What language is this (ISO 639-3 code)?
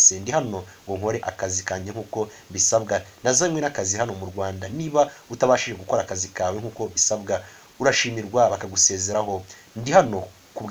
kin